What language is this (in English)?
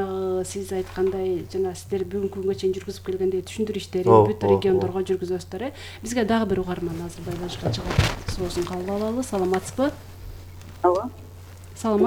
Kyrgyz